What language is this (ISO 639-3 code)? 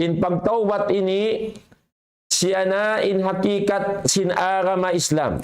tsg